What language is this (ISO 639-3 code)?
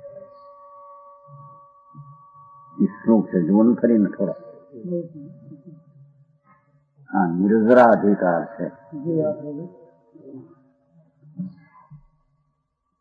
guj